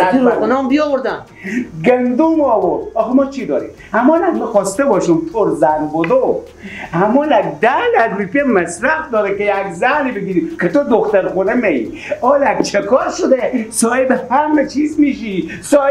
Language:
Persian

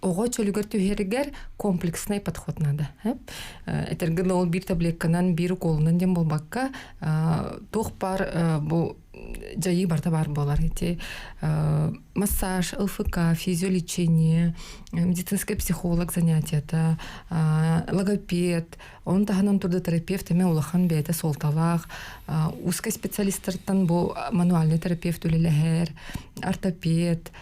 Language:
Yakut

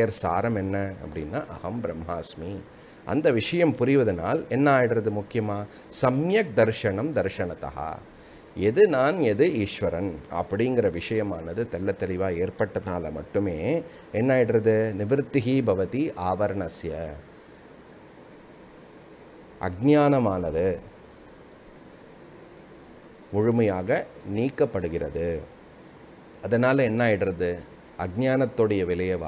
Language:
Tamil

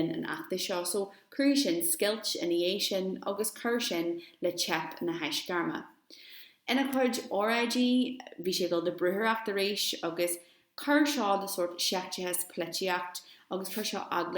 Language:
Irish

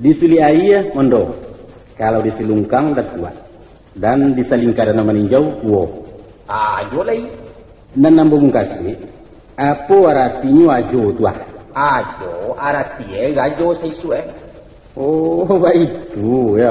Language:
Minangkabau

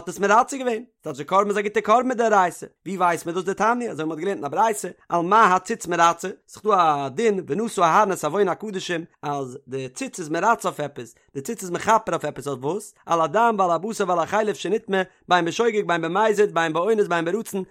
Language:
Yiddish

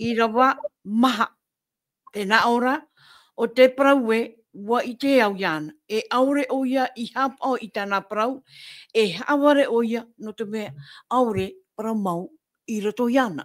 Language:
Tahitian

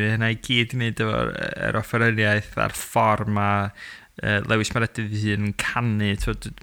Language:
Welsh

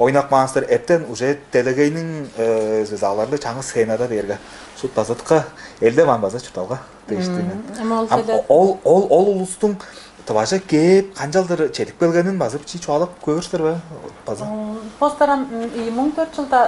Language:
Tuvinian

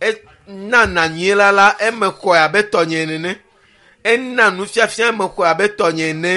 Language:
Ewe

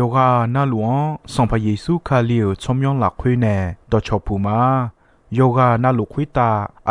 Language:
Akha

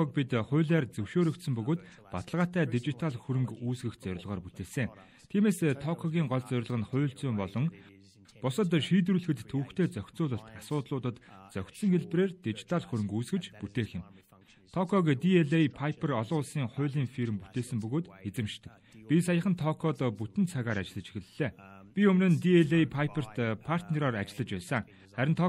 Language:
Mongolian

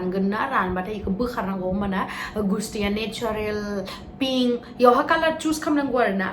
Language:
Bodo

